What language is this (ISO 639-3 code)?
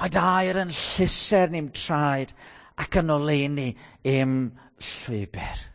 cym